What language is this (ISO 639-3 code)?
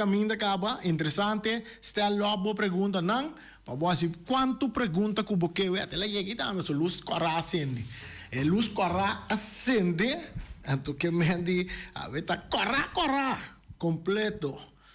pap